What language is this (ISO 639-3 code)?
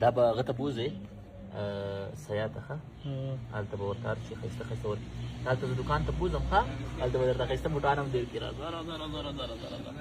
pus